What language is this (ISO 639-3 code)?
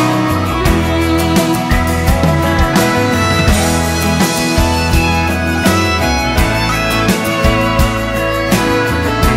nor